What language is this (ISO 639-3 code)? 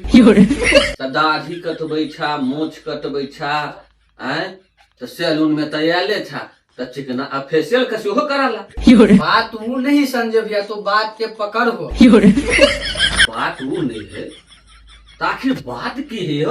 mai